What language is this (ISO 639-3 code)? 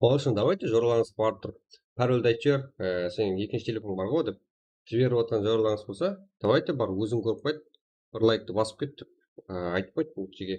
kaa